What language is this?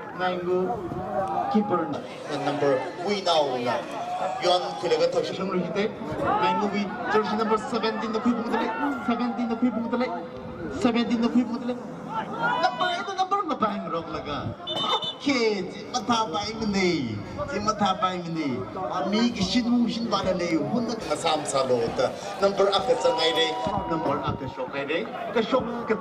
Tangkhul Naga (India)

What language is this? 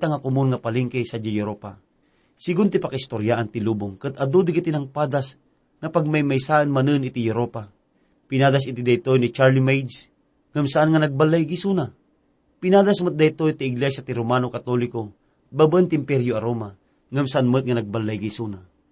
Iloko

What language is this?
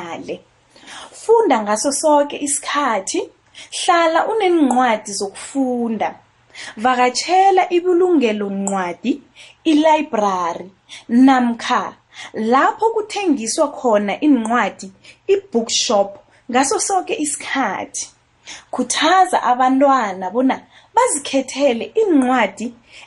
South Ndebele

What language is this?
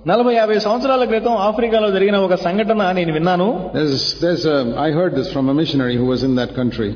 Telugu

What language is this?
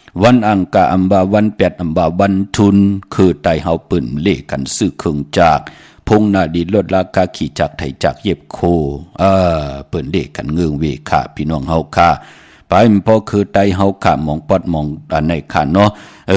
Shan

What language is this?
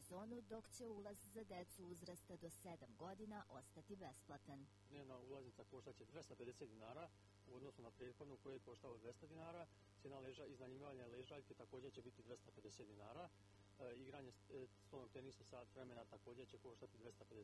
Serbian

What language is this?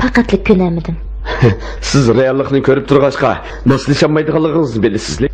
Uyghur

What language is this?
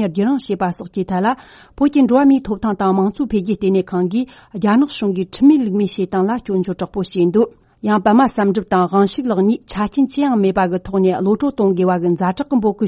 Tibetan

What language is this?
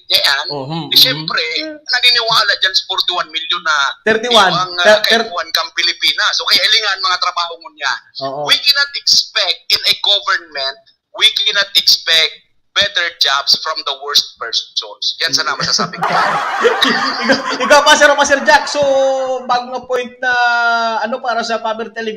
Bikol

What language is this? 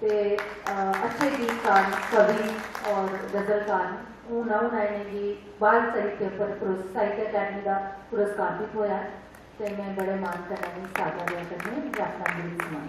Dogri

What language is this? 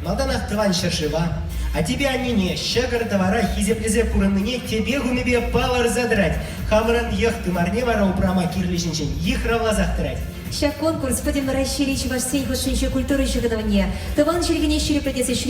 Chuvash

